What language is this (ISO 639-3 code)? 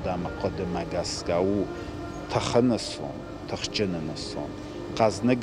oss